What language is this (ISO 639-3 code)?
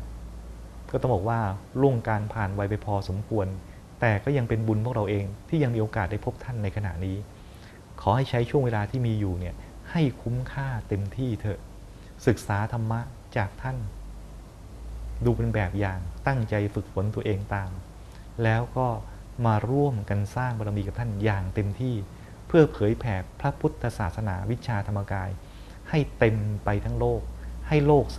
tha